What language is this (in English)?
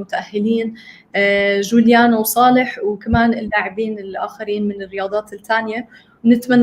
North Levantine Arabic